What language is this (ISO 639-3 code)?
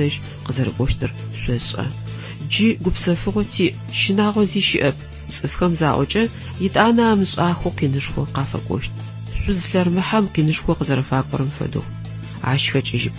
ady